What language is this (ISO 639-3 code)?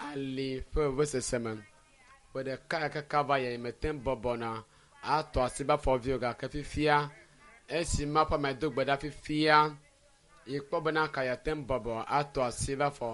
ewe